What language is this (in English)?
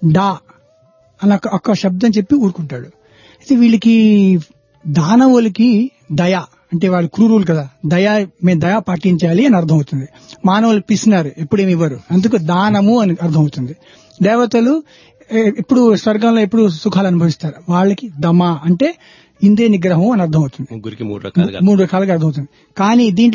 Telugu